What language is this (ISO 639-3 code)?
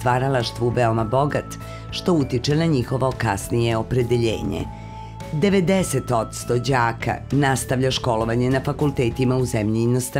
srp